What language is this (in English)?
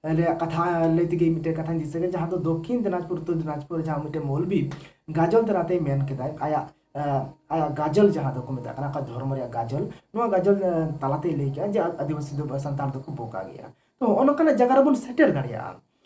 Santali